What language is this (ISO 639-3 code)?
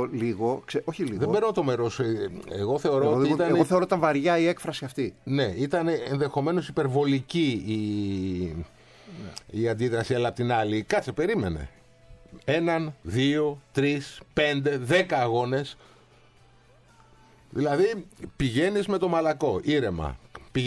ell